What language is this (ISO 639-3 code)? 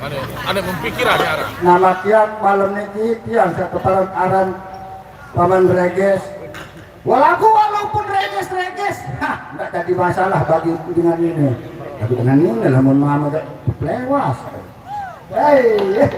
sas